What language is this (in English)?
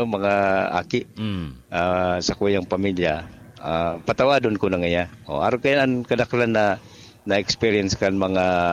Bikol